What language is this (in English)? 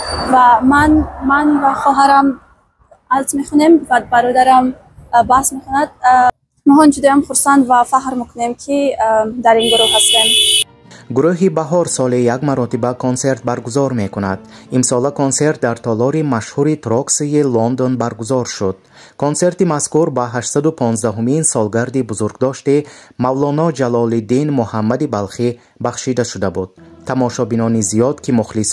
Tajik